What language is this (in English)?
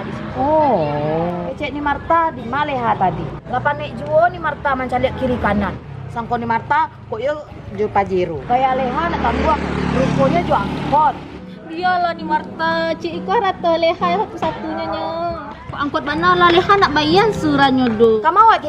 Minangkabau